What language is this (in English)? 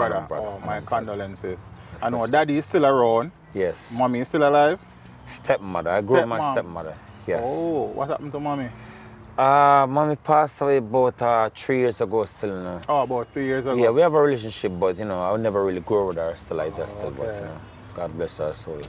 Jamaican Creole English